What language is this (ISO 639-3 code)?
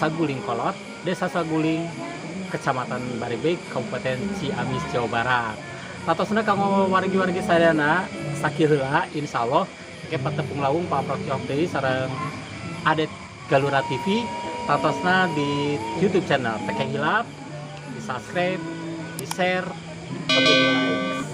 sun